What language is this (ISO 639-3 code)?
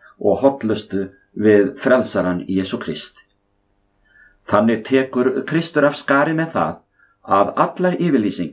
isl